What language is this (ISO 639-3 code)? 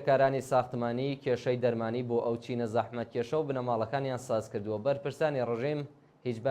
ckb